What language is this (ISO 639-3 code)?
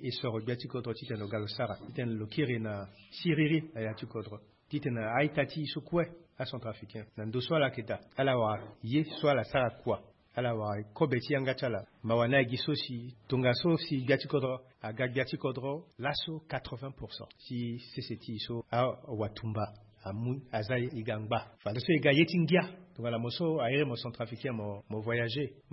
sag